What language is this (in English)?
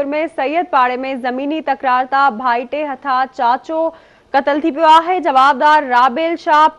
Sindhi